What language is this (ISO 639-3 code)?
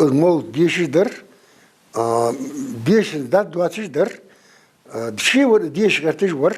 inh